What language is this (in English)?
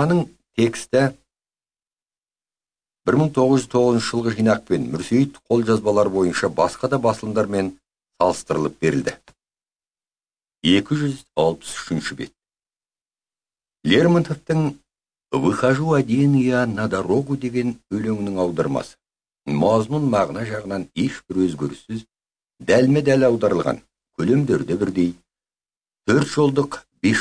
Kazakh